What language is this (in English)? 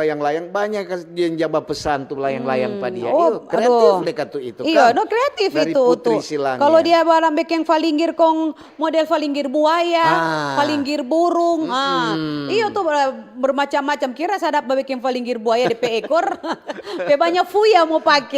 Manado Malay